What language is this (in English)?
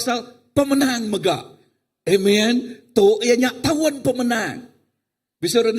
Iban